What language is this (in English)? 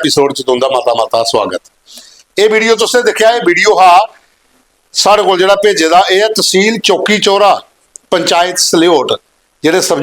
Dogri